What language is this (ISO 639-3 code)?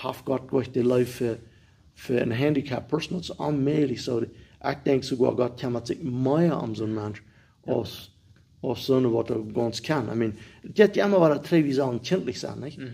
pdt